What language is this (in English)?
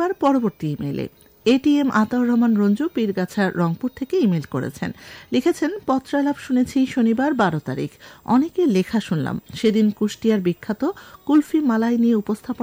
Bangla